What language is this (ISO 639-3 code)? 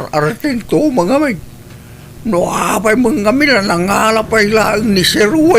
ilo